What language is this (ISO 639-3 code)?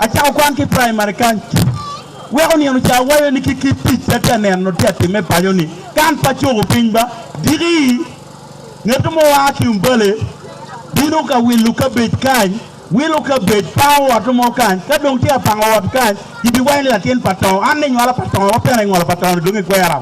ach